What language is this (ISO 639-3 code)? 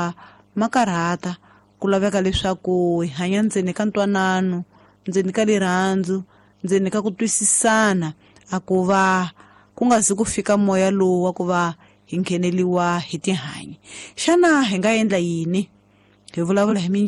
tso